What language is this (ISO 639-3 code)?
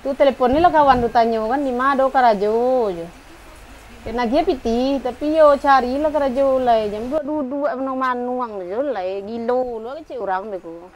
min